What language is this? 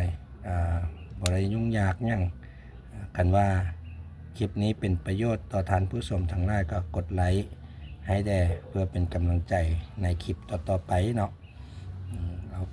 Lao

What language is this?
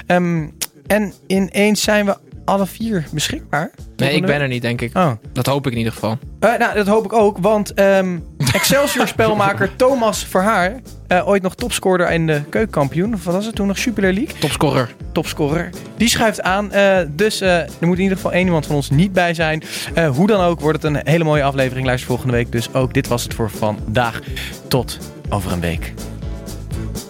Dutch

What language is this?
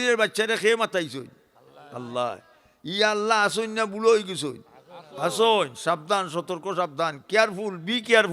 Sylheti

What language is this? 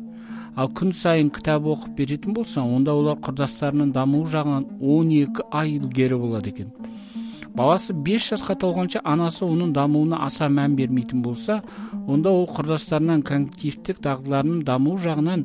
Kazakh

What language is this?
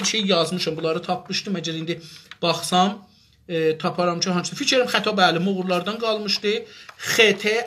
South Azerbaijani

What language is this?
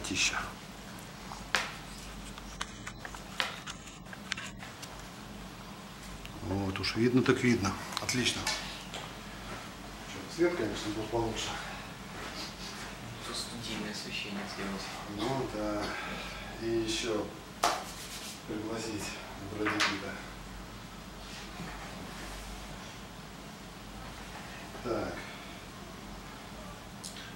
Russian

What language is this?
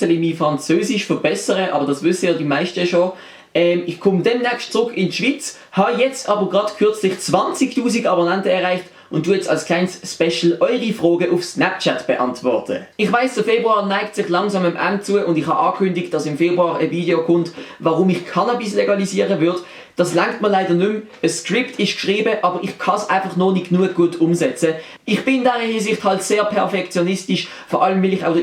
Swiss German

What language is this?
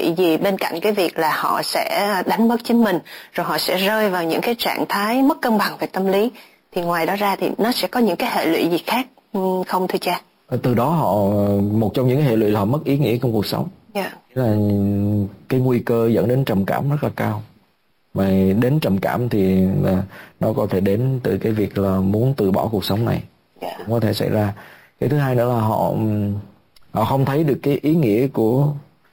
Vietnamese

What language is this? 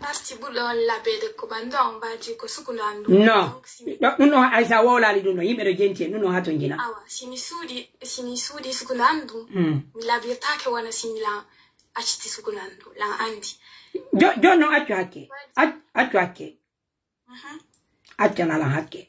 Pular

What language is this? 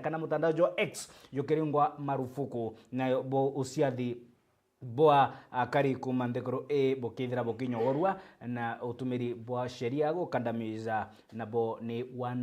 Meru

